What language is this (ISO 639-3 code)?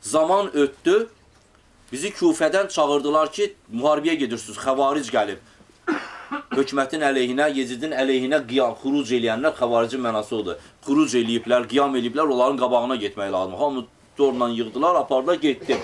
aze